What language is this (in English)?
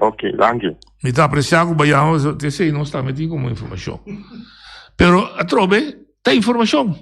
Papiamento